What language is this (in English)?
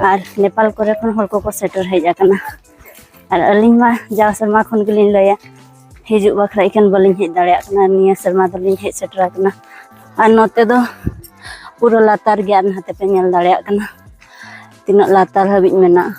Santali